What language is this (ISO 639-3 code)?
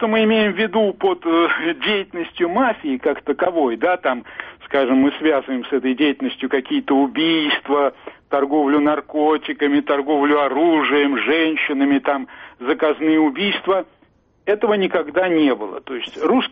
rus